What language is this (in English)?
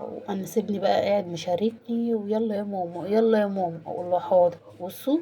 Egyptian Arabic